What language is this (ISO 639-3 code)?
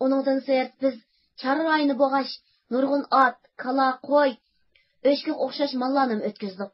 uig